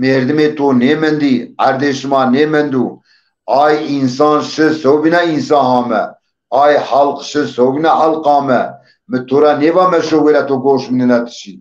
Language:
Zaza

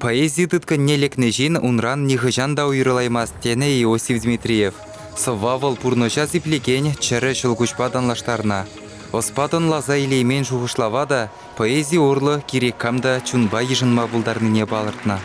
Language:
Chuvash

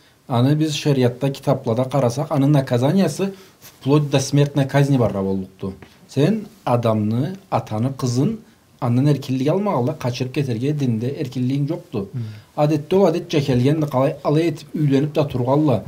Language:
Karachay-Balkar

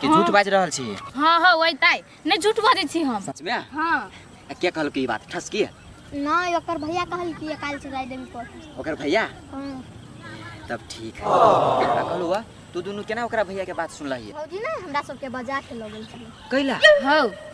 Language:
Maithili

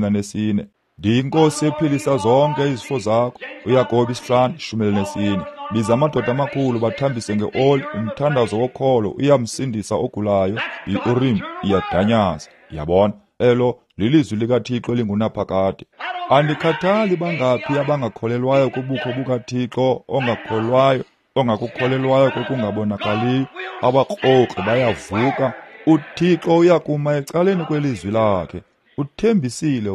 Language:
Xhosa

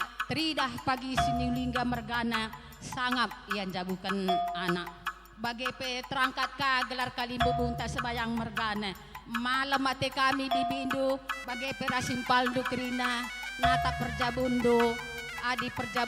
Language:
Batak Karo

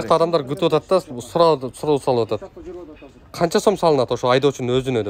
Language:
Kyrgyz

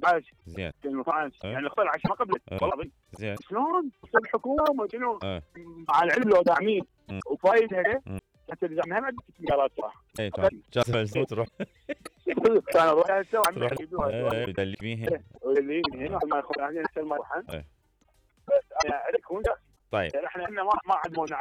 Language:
Mesopotamian Arabic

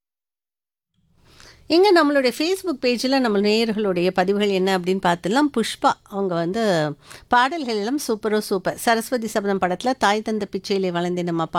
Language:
Tamil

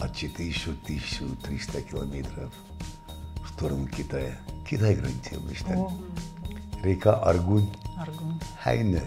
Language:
Ossetic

